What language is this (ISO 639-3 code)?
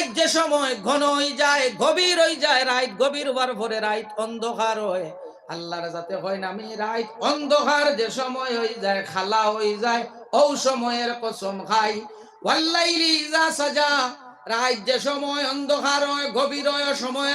syl